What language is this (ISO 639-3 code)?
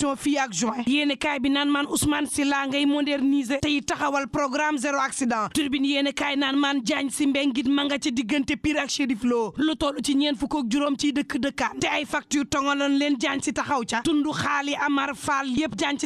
wol